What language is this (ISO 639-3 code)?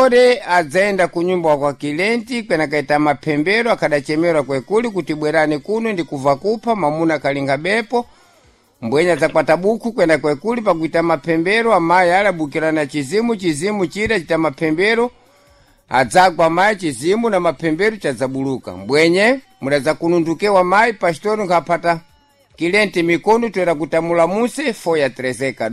seh